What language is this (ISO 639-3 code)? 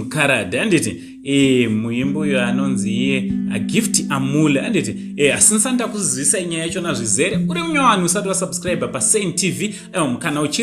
sna